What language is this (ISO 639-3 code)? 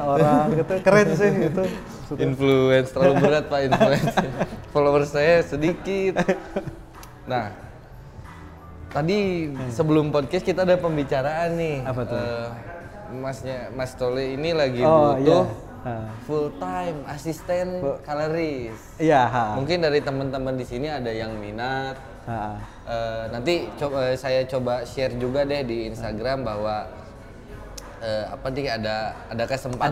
ind